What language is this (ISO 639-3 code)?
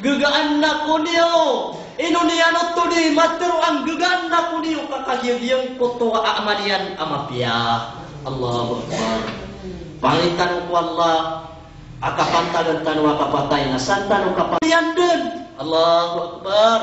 mrw